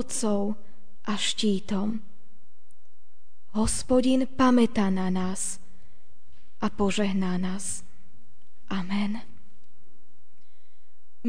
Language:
Slovak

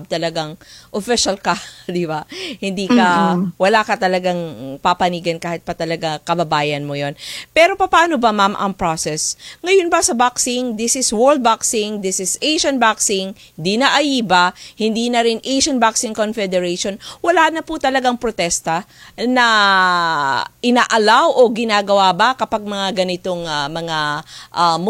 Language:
Filipino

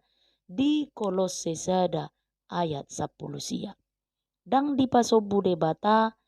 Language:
Batak Toba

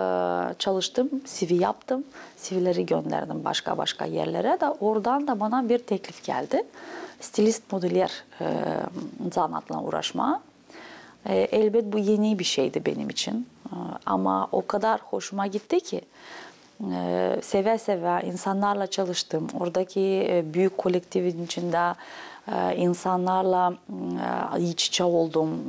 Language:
Gagauz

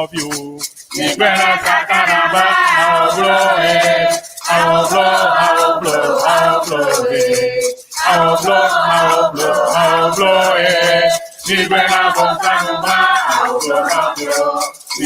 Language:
Ewe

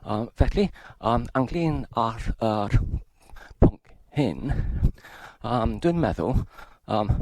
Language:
Welsh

